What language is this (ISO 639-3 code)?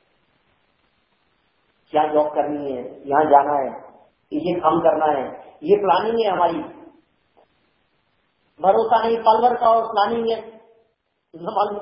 hin